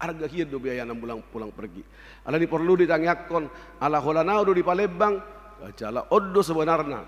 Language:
Batak Toba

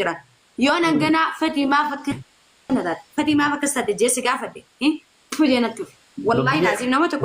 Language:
Oromo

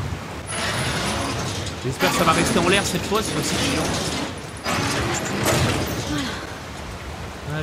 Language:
French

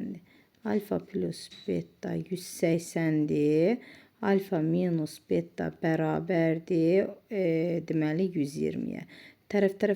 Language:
Azerbaijani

